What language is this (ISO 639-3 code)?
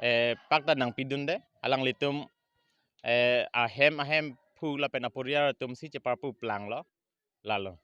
mjw